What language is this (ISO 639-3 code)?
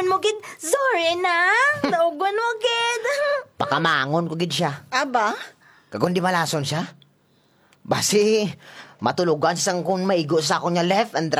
hil